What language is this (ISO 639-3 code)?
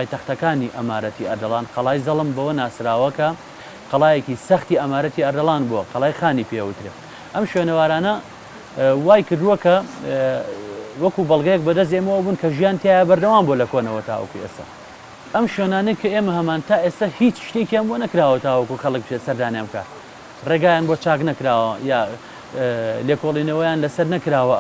ckb